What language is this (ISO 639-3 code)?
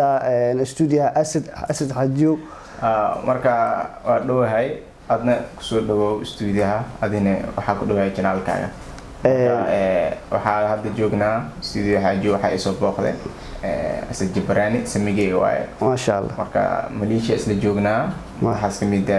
som